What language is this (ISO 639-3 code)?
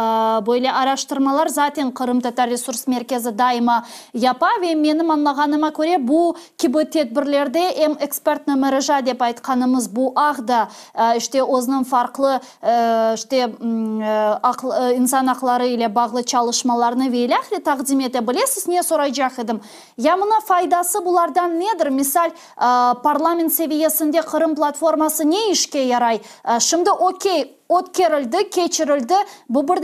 crh